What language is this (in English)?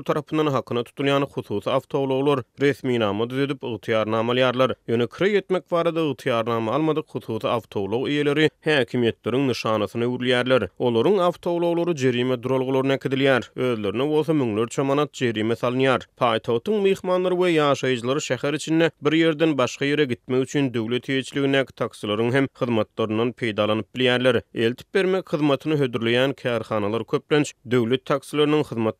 Turkmen